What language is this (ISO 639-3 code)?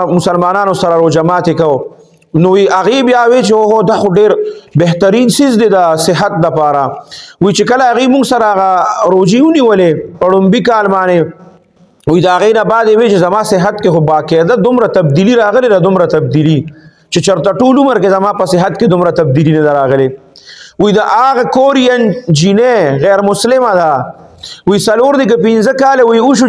pus